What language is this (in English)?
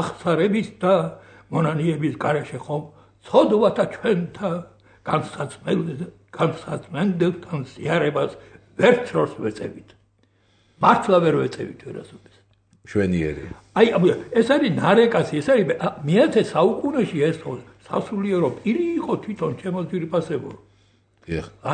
Georgian